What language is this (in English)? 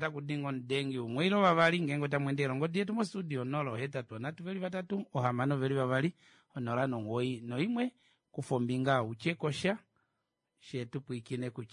Kuanyama